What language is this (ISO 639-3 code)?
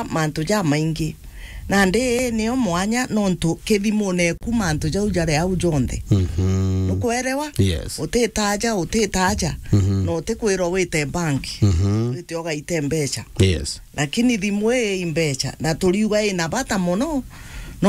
mer